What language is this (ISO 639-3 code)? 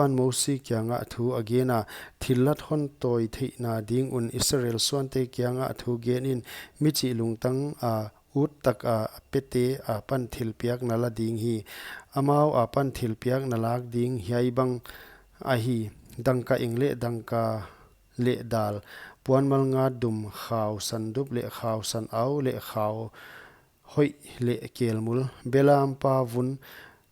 pck